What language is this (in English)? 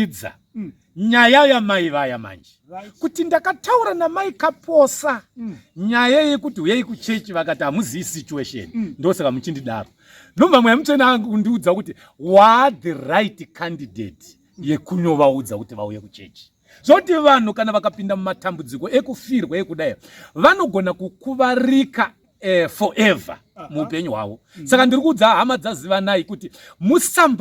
Shona